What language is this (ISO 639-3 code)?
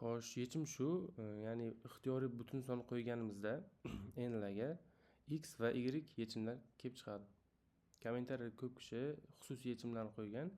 uzb